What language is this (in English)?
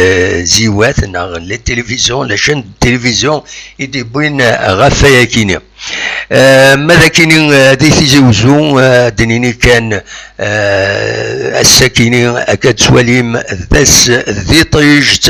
Kabyle